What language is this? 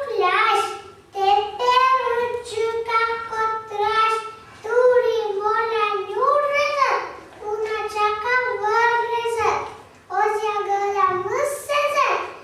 Komi-Permyak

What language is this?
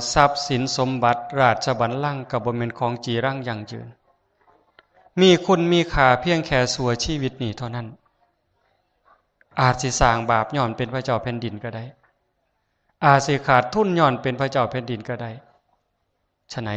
Lao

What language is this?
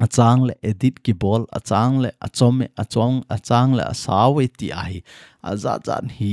Thado Chin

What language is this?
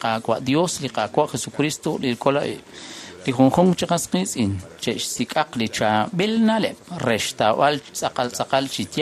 Kekchí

